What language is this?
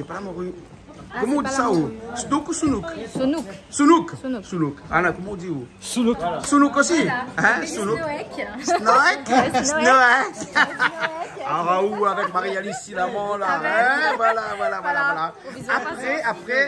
Réunion Creole French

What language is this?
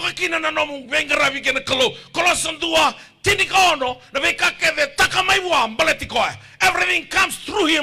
Fijian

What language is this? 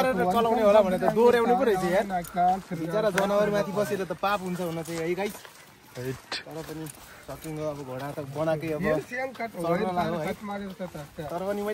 Nepali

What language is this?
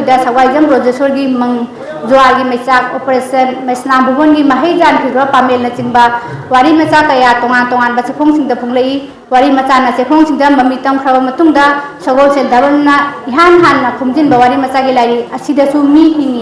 Manipuri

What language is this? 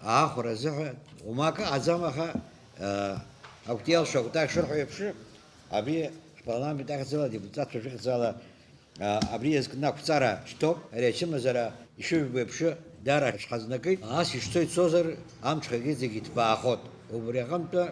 Abkhazian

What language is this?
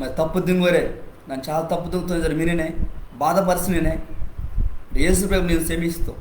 Koya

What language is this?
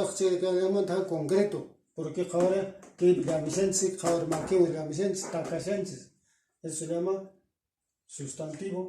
Quechua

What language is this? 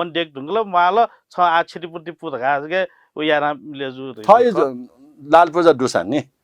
Newari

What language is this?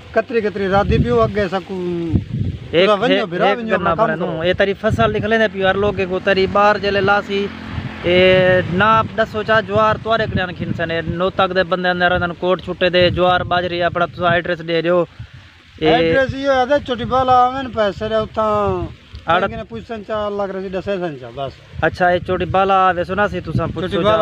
Saraiki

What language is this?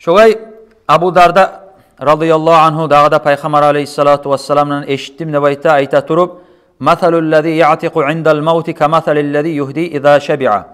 Kumyk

